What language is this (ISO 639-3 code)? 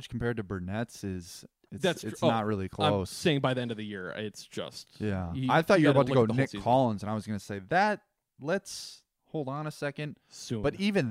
eng